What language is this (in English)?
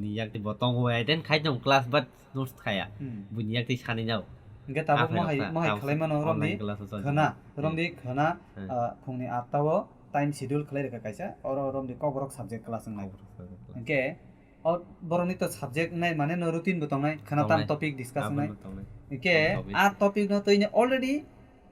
Kok Borok